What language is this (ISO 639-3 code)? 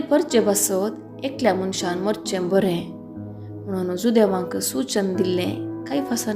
kok